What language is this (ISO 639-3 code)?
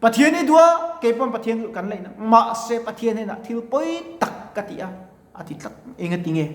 lus